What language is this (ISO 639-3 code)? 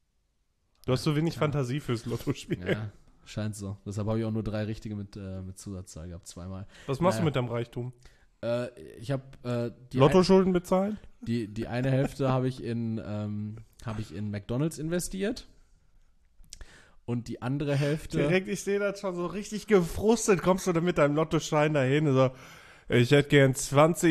deu